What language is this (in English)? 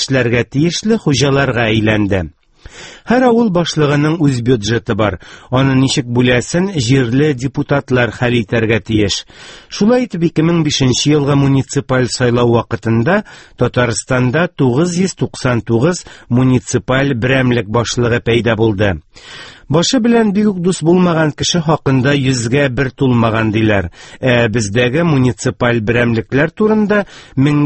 Tatar